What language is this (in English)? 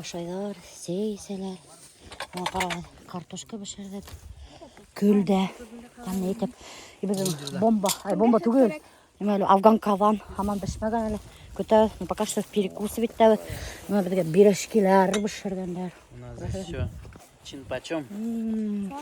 Bashkir